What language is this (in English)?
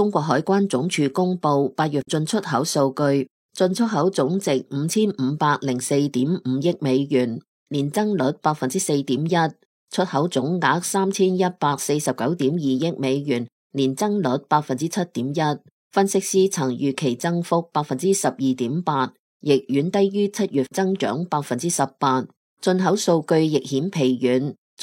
Cantonese